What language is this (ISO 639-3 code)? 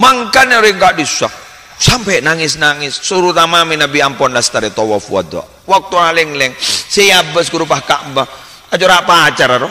mad